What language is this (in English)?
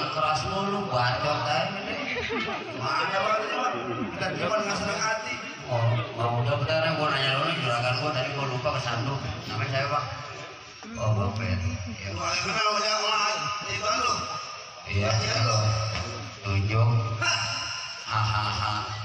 Betawi